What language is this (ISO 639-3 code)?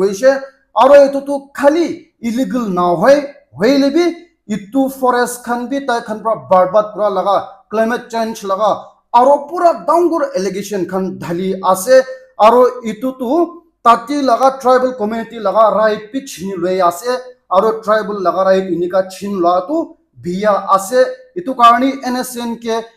nag